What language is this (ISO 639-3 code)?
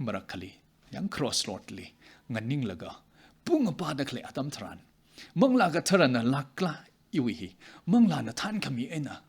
nmf